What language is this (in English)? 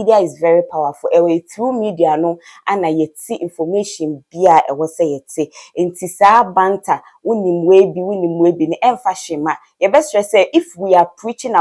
Akan